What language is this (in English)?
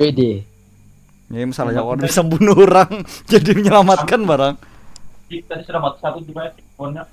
Banjar